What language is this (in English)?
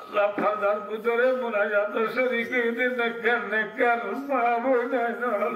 Rohingya